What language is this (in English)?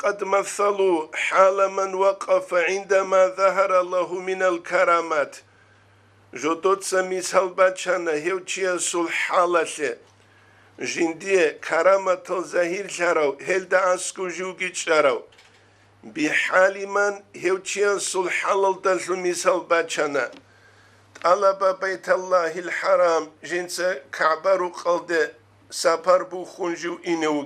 Avaric